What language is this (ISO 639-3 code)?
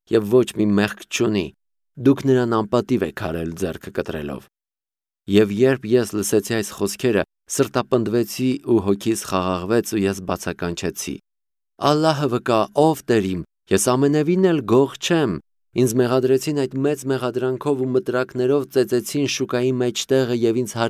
hye